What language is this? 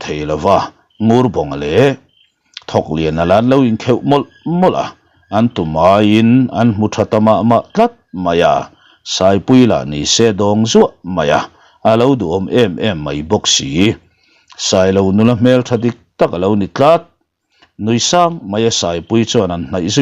Mizo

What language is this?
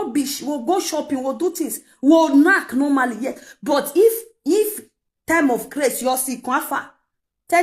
Nigerian Pidgin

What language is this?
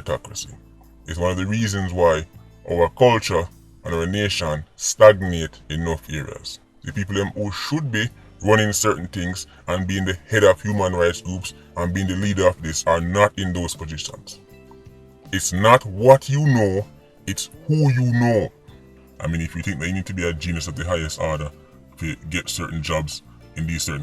Jamaican Creole English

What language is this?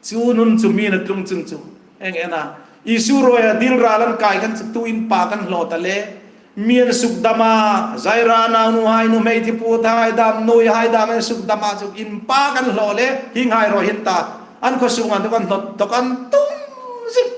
Hmar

